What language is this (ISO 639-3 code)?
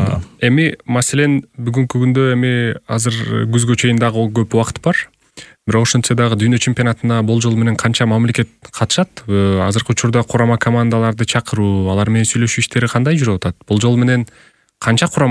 kir